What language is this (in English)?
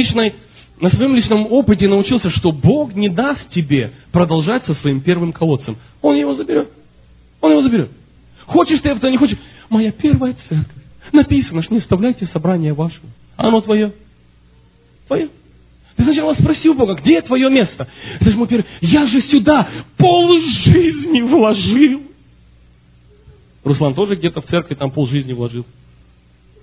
Russian